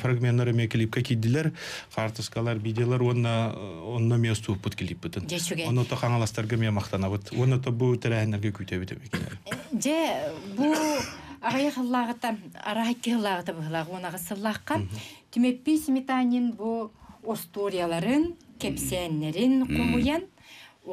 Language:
Yakut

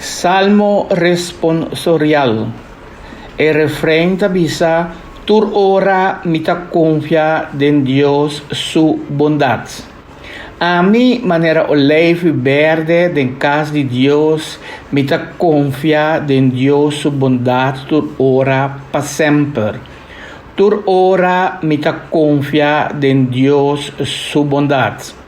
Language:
Papiamento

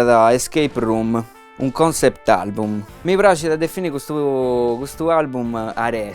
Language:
Sardinian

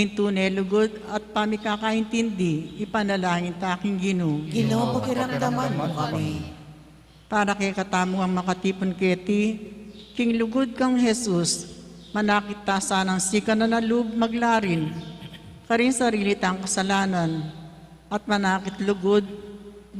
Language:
Pampanga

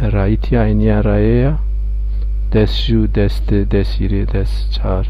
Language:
Zaza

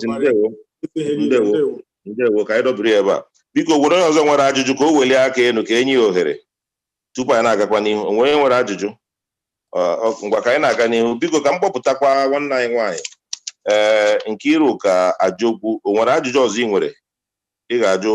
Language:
Igbo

